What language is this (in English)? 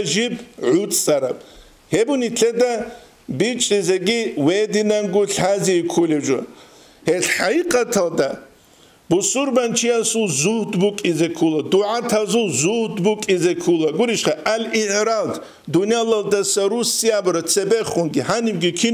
Avaric